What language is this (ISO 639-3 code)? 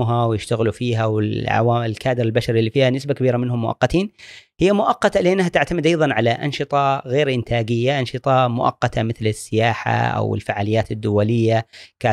afb